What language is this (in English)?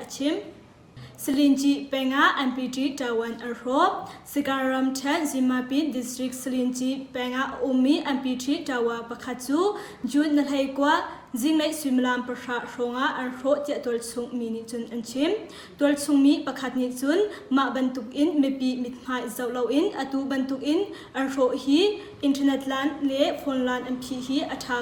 Hakha Chin